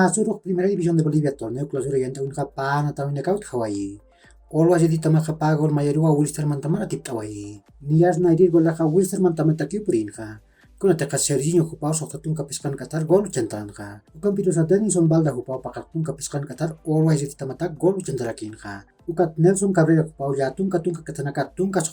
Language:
Aymara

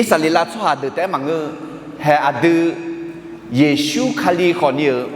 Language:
Akha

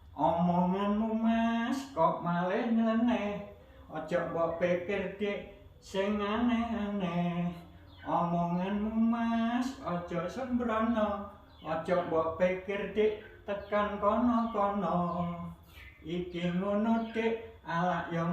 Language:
Javanese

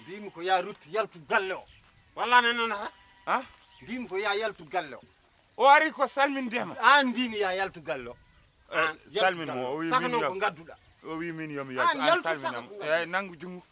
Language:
Fula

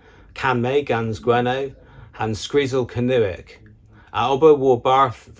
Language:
Cornish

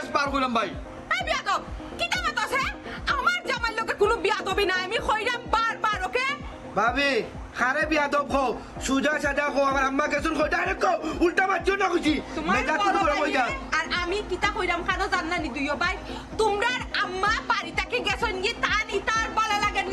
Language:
Sylheti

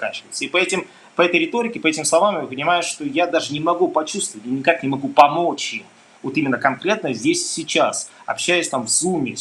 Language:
Russian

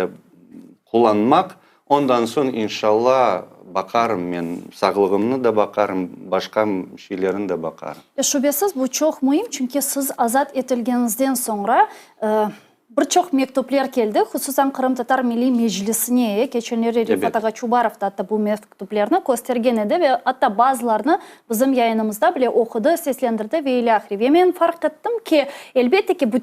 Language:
Crimean Tatar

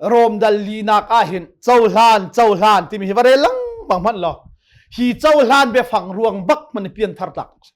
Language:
Hakha Chin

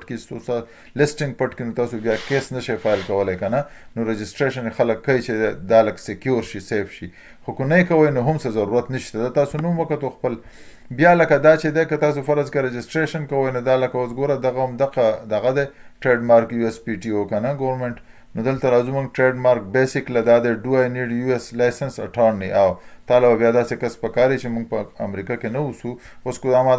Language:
Pashto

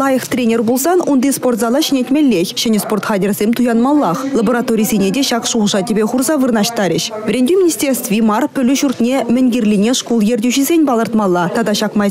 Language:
Chuvash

